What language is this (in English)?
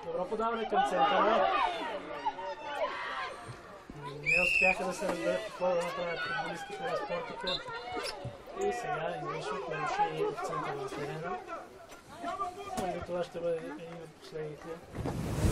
Bulgarian